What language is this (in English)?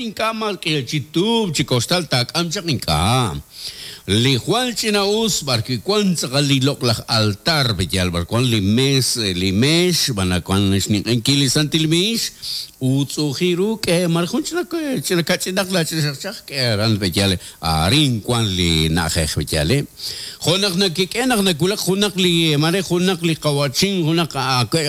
Kekchí